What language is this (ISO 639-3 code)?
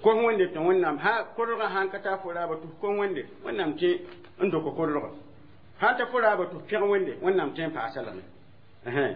mos